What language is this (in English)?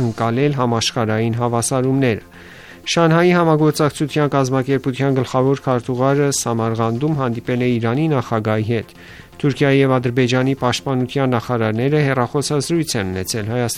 Armenian